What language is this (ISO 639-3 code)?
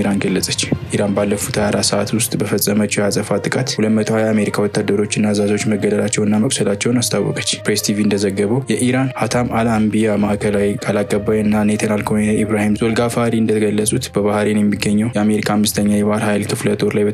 amh